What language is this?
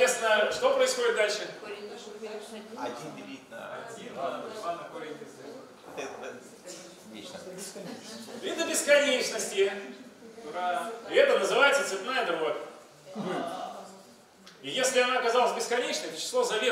Russian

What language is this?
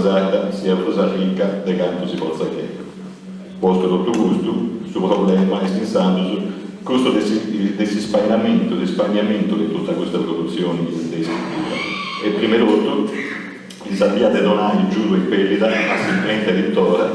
Sardinian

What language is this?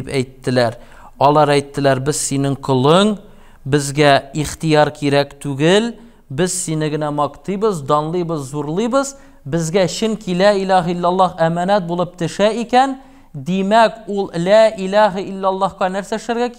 Tatar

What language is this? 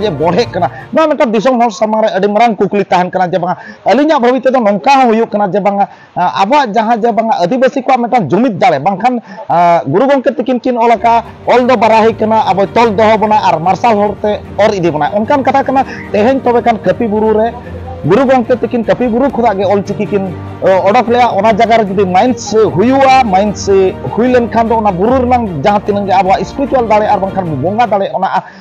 Santali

